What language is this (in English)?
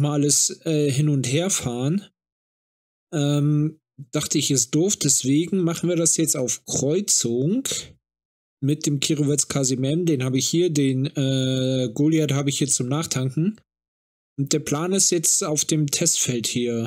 German